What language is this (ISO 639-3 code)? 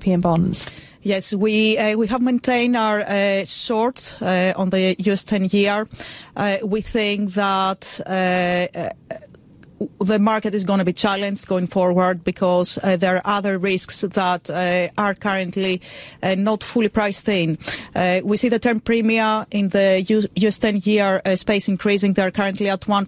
eng